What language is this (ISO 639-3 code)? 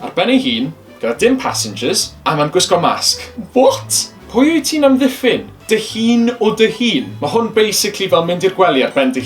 cym